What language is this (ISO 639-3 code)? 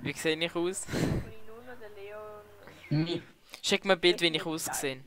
gsw